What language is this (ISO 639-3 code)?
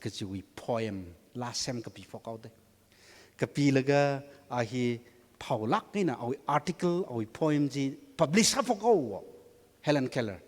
nmf